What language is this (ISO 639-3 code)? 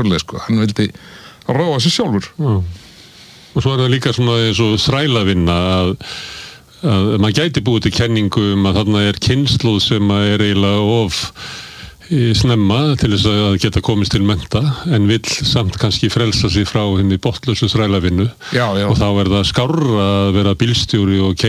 isl